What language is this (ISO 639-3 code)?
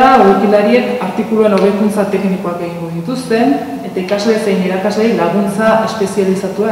eus